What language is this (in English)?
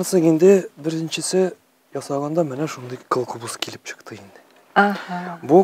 Tatar